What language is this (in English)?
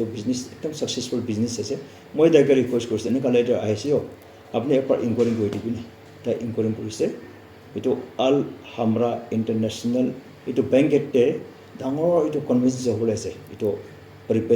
Naga Pidgin